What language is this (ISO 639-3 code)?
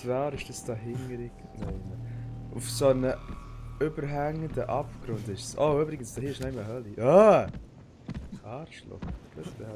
gsw